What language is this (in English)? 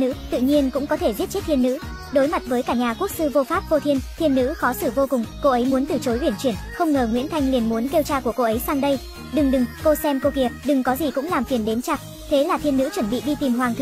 Vietnamese